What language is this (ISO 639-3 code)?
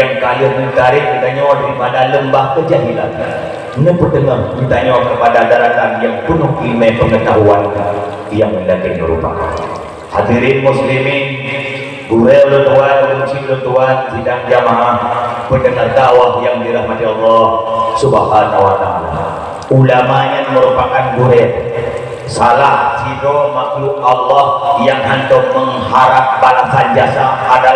ace